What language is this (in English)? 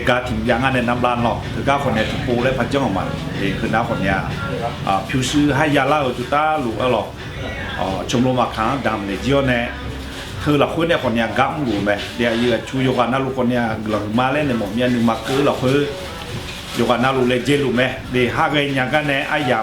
Akha